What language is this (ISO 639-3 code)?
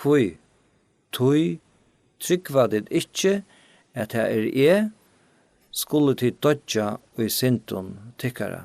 fao